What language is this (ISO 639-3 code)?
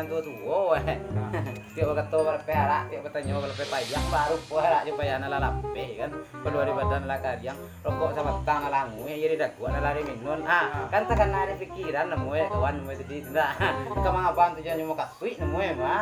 min